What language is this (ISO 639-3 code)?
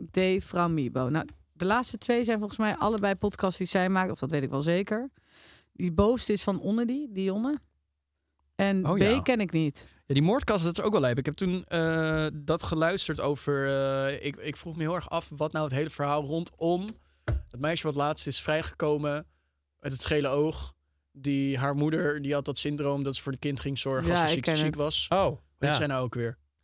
nld